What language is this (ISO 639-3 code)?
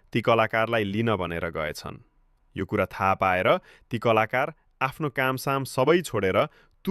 nep